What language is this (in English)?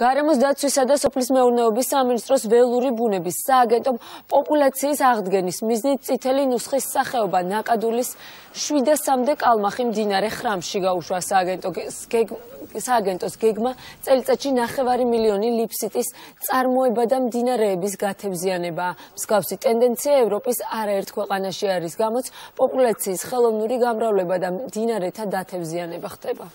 Georgian